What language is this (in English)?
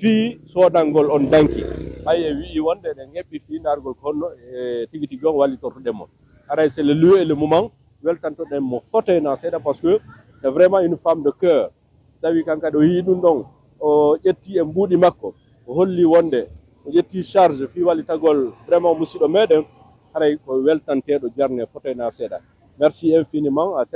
Pular